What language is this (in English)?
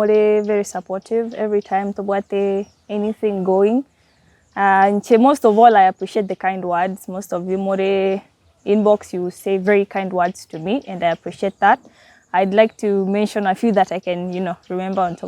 Gusii